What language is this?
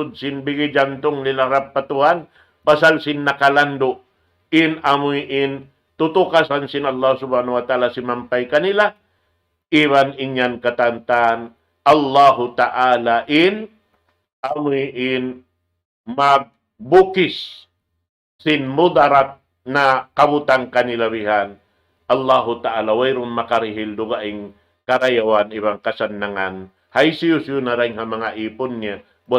Tausug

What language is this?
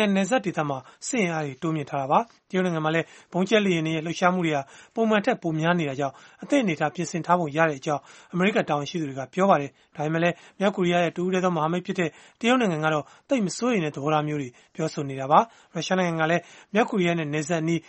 Burmese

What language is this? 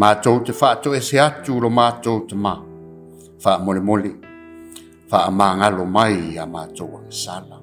Samoan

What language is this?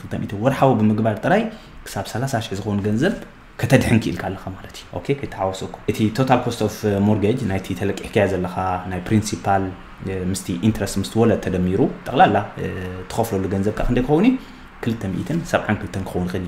Tigrinya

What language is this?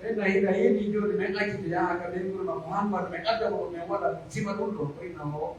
Pular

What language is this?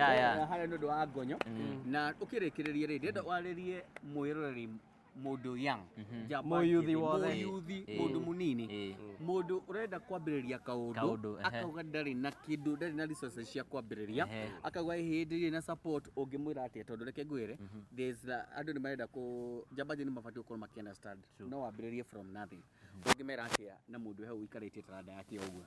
Kikuyu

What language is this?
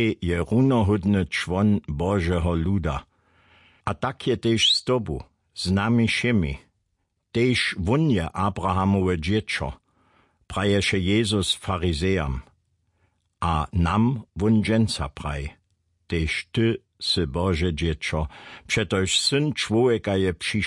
Upper Sorbian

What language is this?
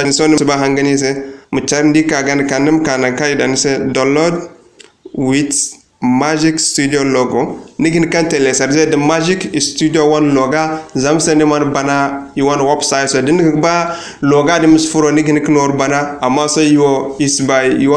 Zarma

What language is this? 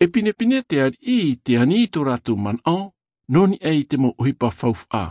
Tahitian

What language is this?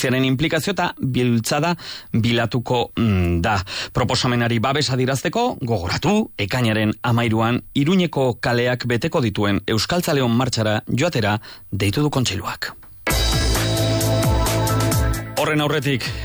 Basque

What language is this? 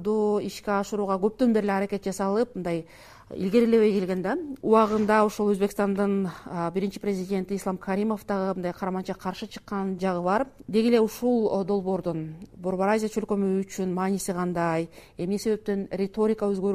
Kyrgyz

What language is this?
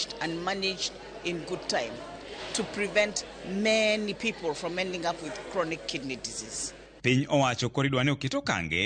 Luo (Kenya and Tanzania)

